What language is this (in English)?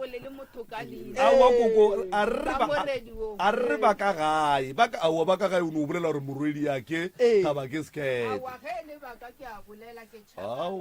Northern Sotho